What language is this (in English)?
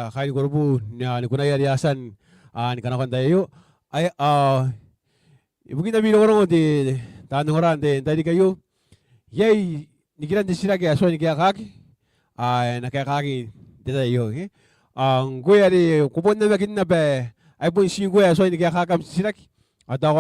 Gilbertese